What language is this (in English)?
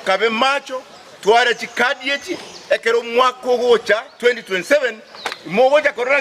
Gusii